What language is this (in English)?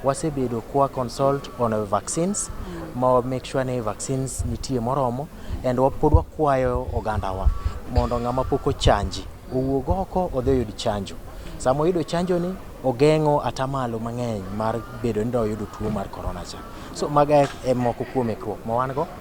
Luo (Kenya and Tanzania)